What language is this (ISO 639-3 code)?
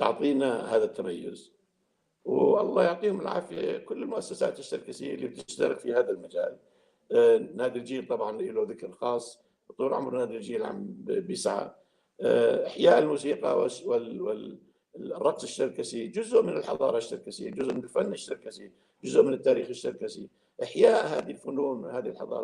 apc